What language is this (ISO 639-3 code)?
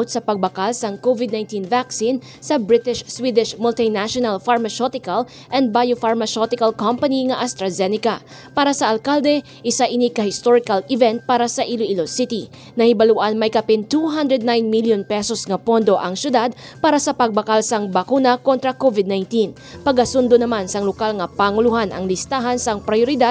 hil